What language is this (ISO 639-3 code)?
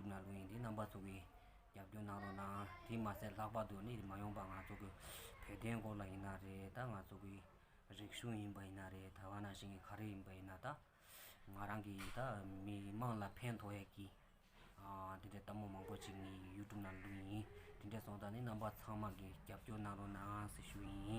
bod